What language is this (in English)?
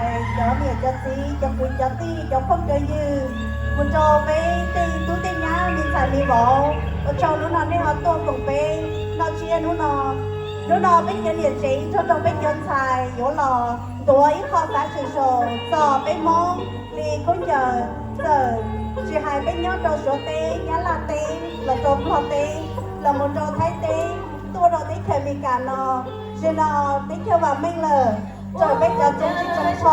Hmong